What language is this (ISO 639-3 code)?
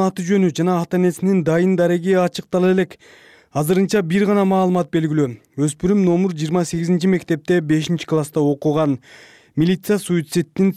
kir